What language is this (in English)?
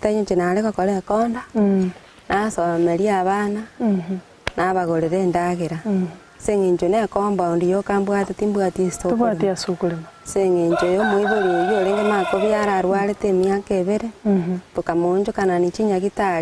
Gusii